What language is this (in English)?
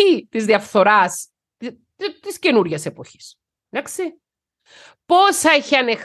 Greek